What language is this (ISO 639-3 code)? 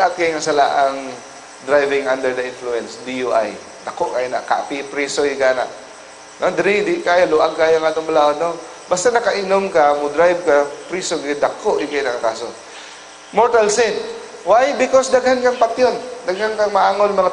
ceb